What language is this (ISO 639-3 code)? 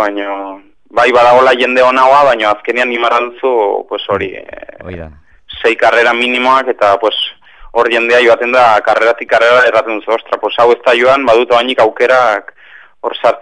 eus